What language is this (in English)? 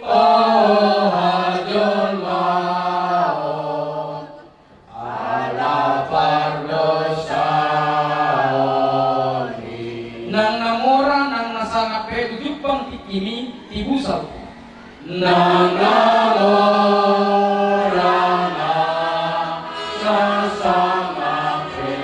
Batak Toba